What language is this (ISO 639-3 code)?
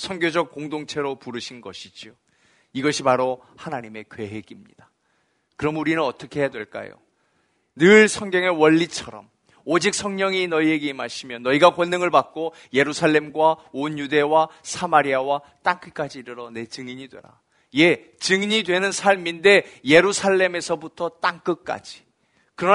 kor